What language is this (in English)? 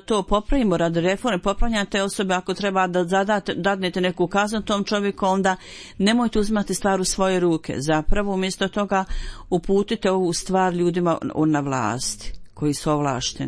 Bosnian